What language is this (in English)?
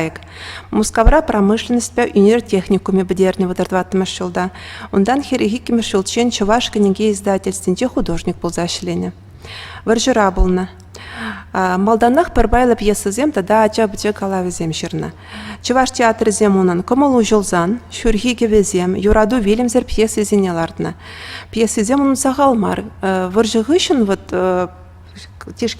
Chuvash